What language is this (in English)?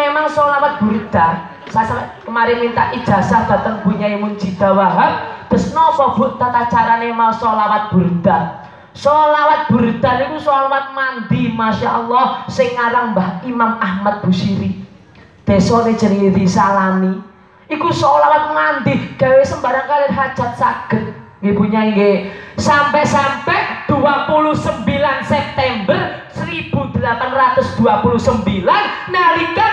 Javanese